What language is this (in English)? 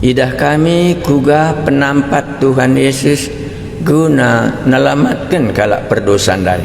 Batak Karo